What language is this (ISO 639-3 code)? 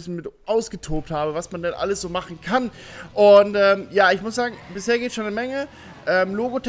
deu